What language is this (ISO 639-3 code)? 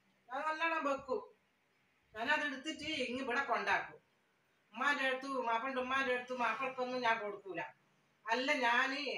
mal